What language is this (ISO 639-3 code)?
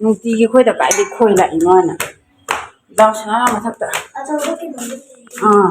mni